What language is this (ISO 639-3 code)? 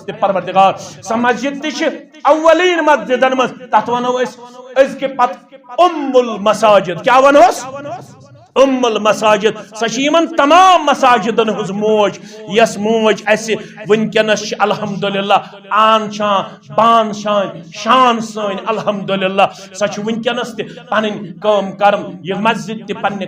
kas